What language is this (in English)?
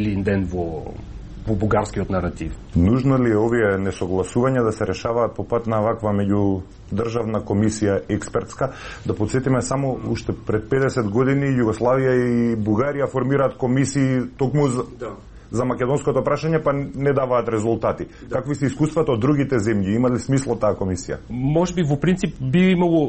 Macedonian